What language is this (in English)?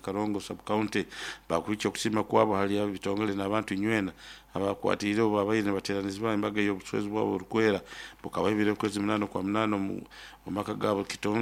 Nyoro